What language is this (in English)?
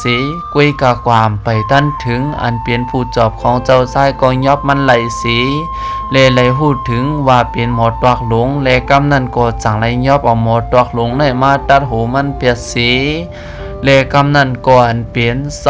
Shan